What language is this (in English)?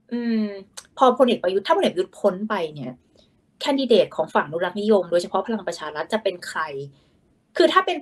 Thai